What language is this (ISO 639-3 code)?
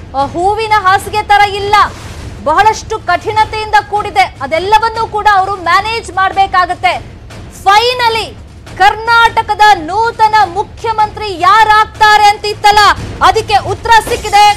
kan